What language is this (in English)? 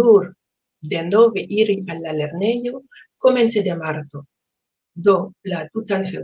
Esperanto